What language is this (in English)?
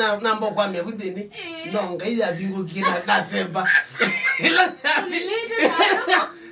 Kamba